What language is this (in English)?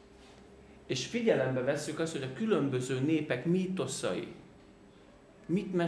Hungarian